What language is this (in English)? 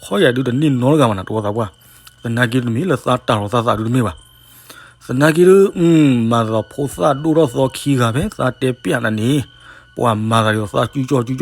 S'gaw Karen